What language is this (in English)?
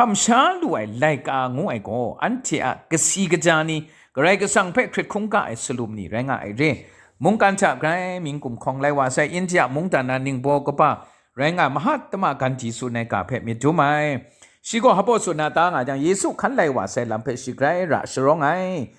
Kachin